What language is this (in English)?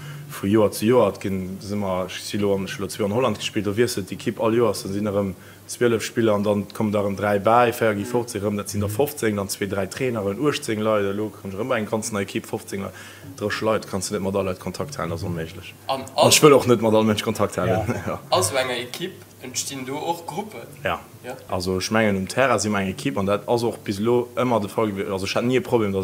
Luxembourgish